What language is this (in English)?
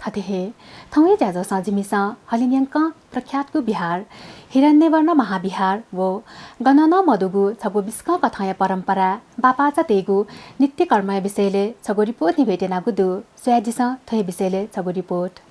Newari